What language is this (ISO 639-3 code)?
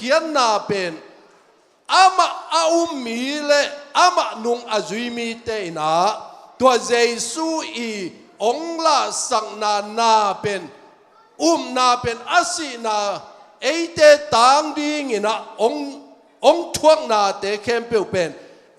ctd